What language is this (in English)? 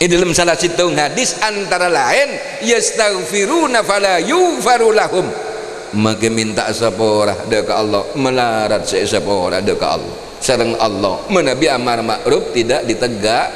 Madurese